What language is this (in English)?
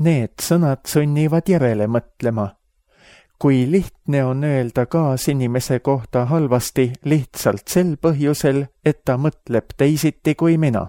Estonian